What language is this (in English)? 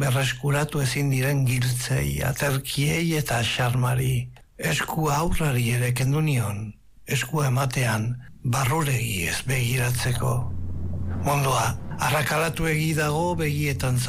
Basque